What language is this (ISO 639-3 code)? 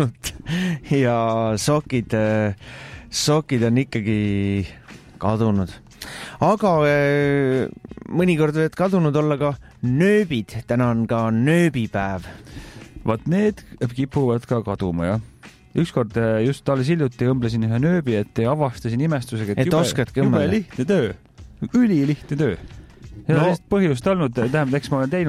est